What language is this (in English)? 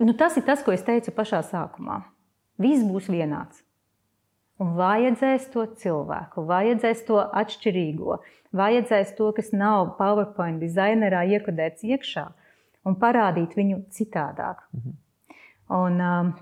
Latvian